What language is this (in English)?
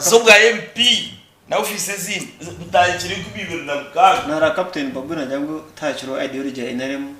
Nyankole